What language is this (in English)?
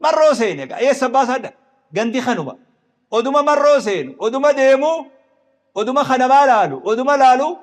Oromo